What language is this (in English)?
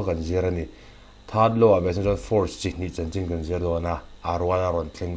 Mizo